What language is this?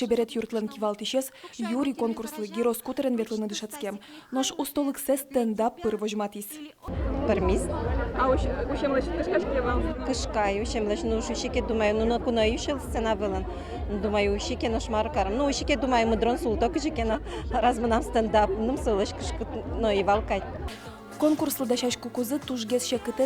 Udmurt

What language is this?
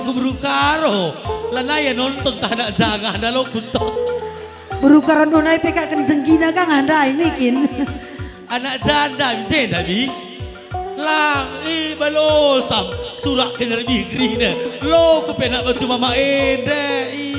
Batak Karo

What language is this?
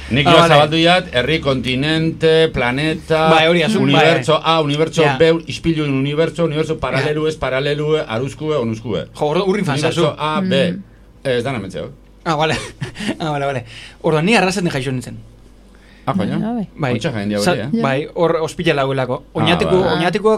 Basque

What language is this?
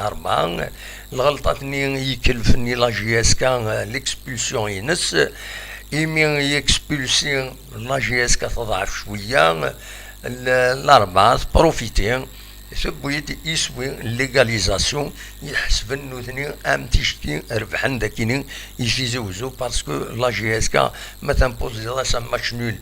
Kabyle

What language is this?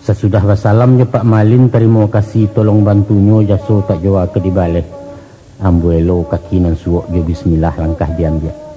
Minangkabau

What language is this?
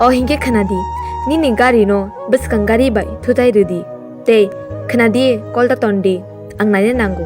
Kok Borok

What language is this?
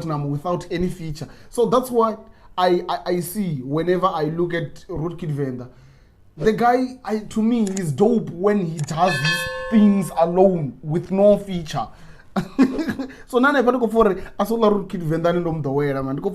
Venda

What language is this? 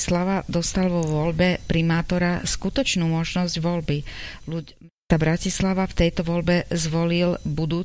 Slovak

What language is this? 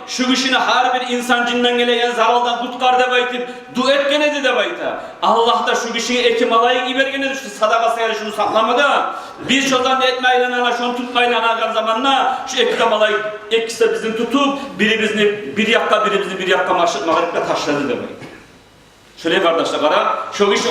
Kumyk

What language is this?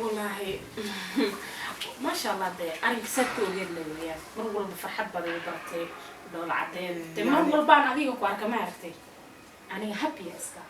Somali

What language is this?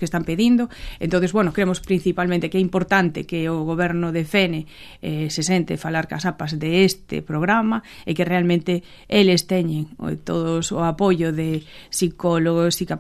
Galician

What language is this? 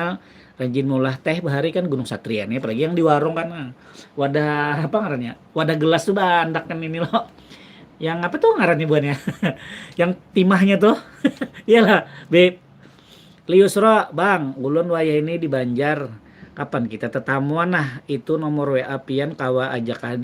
Banjar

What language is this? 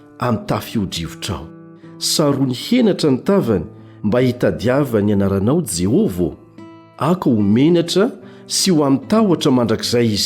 Malagasy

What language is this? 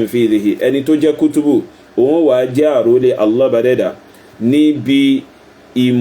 Yoruba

